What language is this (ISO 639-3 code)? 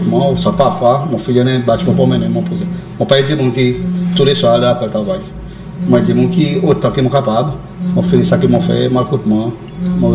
crs